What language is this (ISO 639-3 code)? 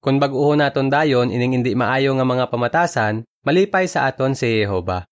hil